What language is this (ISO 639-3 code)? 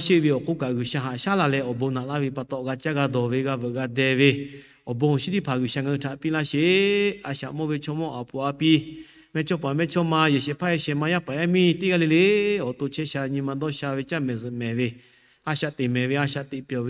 lhu